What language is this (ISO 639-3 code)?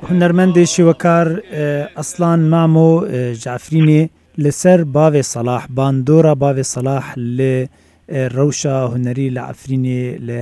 kur